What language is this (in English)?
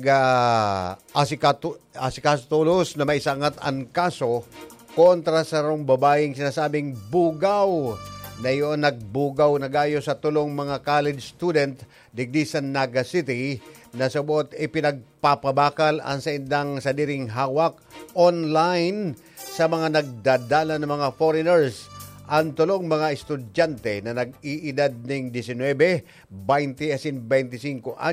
Bikol